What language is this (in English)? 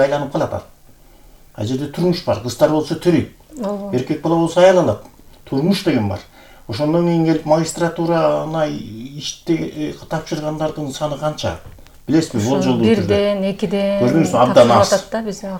Kyrgyz